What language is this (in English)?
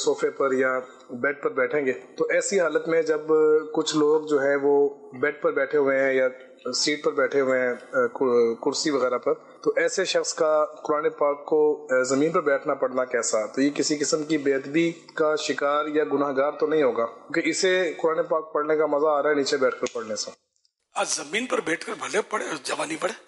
Urdu